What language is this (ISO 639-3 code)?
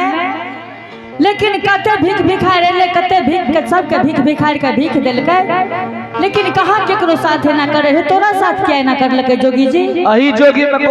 anp